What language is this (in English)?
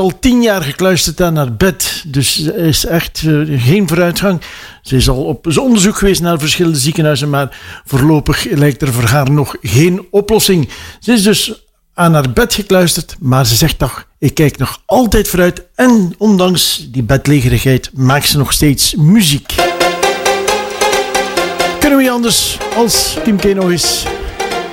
Dutch